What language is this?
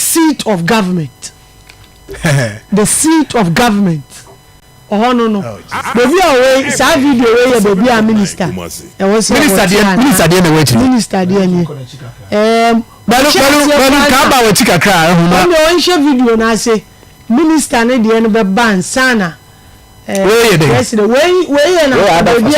Akan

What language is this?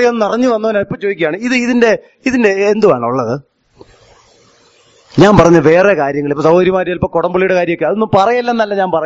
Malayalam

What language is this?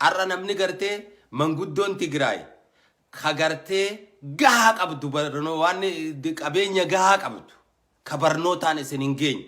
Oromo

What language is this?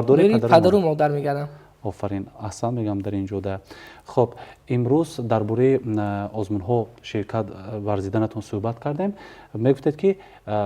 Tajik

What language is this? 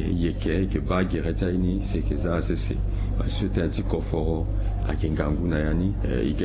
Sango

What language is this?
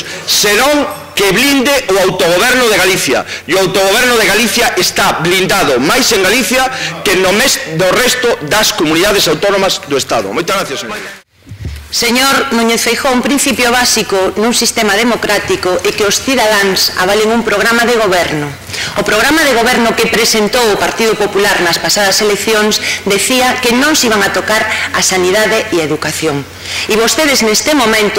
Galician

